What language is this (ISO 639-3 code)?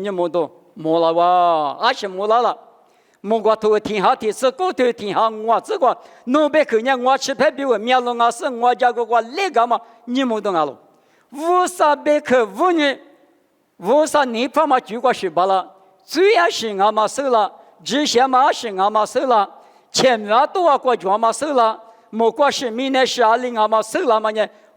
lis